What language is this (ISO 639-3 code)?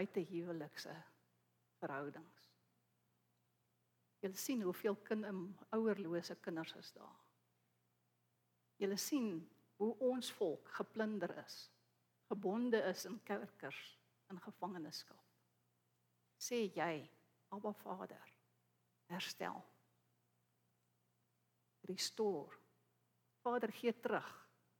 afr